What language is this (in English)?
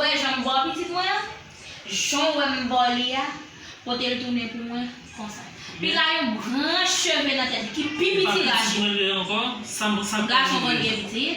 Haitian Creole